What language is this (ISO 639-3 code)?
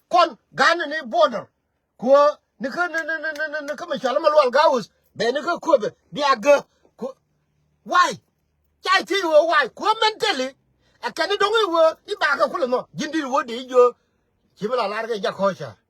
nus